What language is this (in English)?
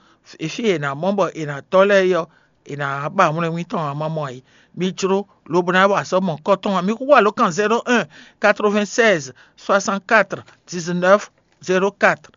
Fon